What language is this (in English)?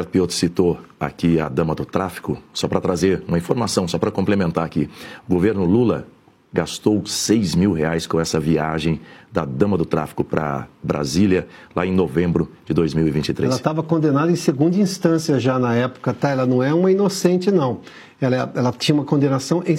Portuguese